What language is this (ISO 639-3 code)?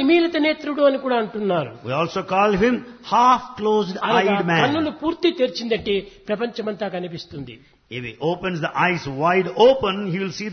tel